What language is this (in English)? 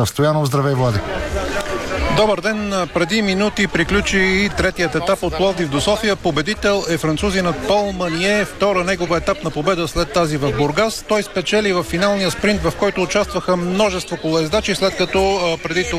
Bulgarian